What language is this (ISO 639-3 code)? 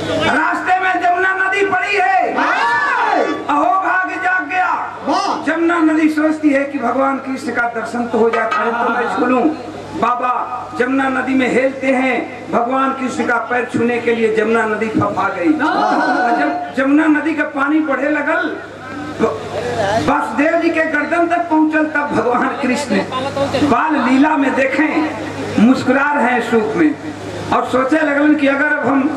bho